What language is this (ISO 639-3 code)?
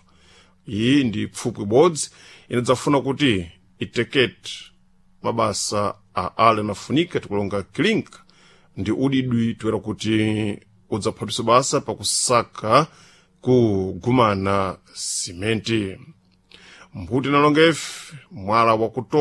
seh